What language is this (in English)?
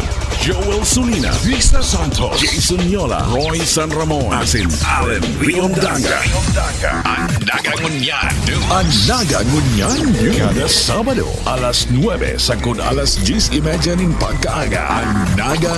Bikol